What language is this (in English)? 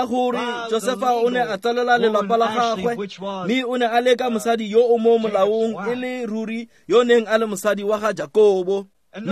Tswana